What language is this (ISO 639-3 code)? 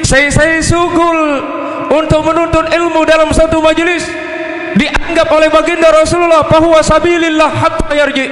sas